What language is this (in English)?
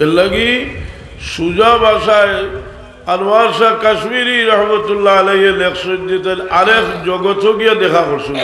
Sylheti